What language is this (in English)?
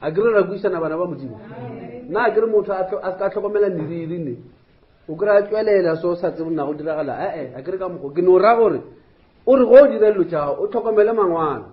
Northern Sotho